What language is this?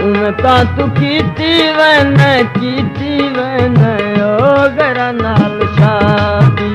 Saraiki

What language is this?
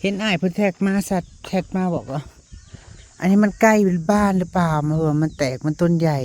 Northeastern Thai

